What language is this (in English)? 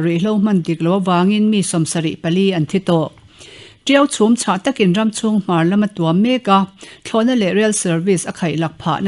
Mizo